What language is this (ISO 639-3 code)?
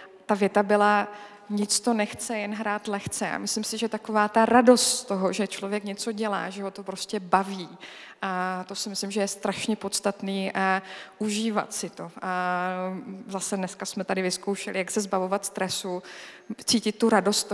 ces